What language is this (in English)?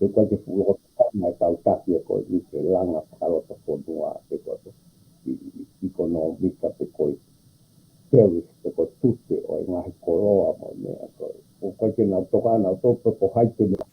Tongan